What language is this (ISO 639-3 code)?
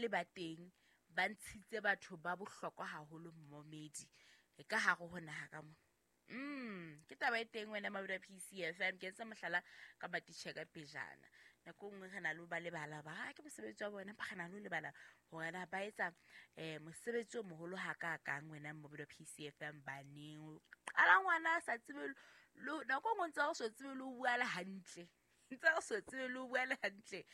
sot